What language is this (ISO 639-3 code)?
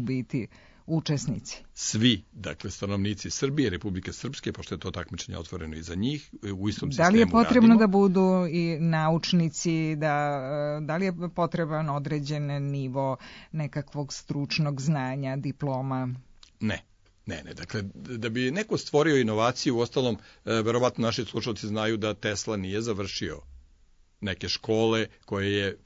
srp